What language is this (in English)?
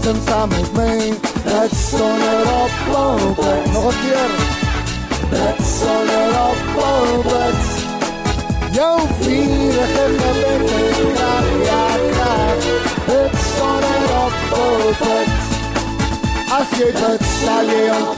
Afrikaans